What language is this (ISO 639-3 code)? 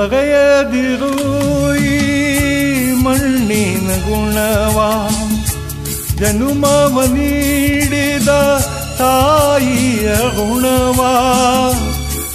kan